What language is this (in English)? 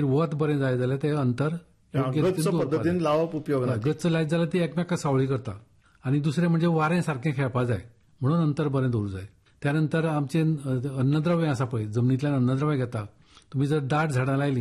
Konkani